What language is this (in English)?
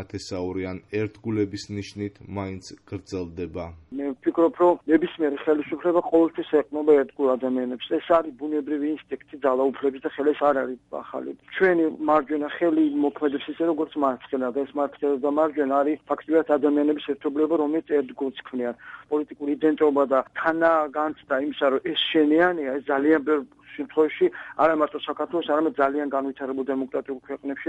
Georgian